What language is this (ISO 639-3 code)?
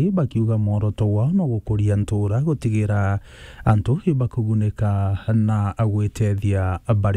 mer